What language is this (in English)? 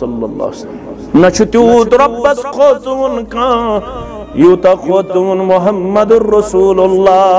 Kashmiri